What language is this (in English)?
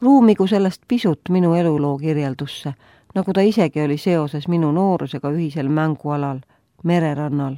Estonian